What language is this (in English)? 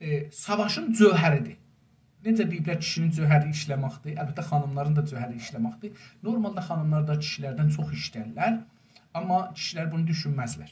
South Azerbaijani